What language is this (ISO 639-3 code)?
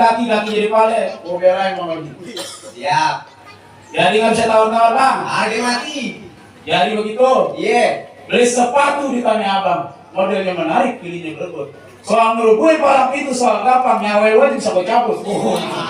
bew